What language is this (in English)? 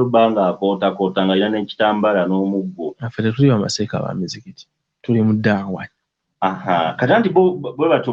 Ganda